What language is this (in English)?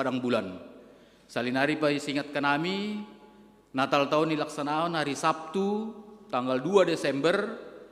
Batak Simalungun